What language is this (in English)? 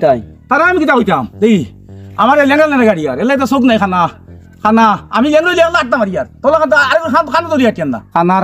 Sylheti